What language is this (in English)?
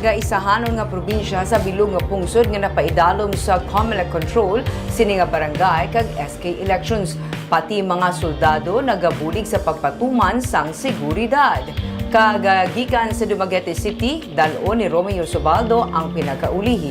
Hiligaynon